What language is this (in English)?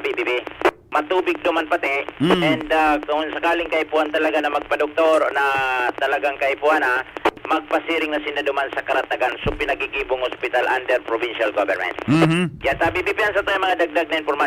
Bikol